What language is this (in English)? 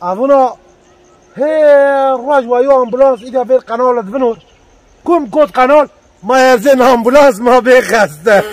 Zaza